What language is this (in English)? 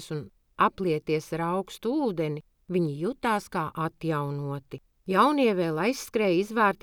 Latvian